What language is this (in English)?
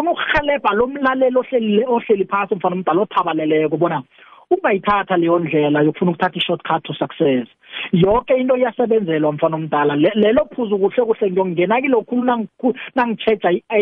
South Ndebele